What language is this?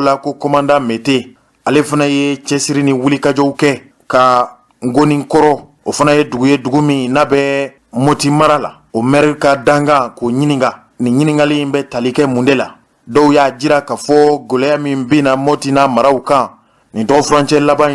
Bambara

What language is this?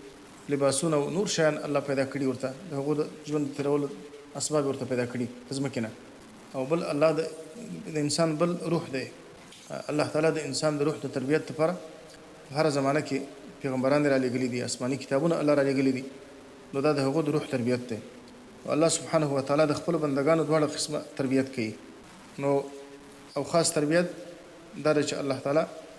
Pashto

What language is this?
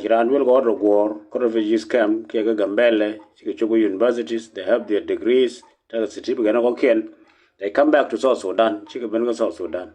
Nuer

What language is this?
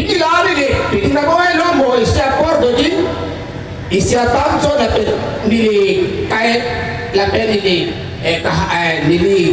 Karbi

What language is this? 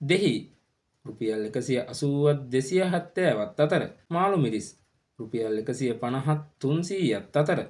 Sinhala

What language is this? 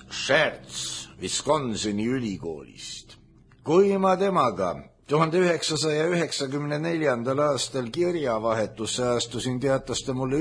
Estonian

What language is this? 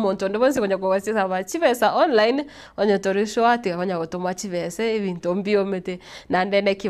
Gusii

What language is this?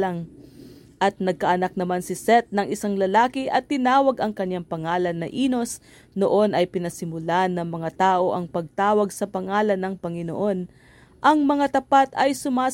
Filipino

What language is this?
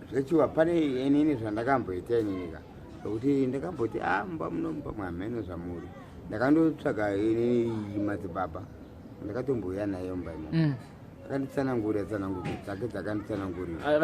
Shona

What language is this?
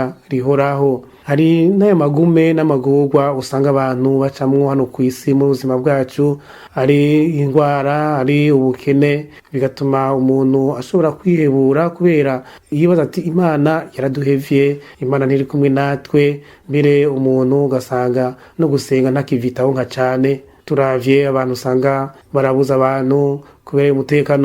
Rundi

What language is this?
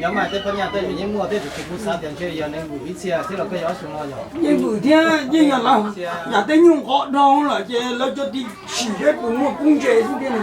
Hmong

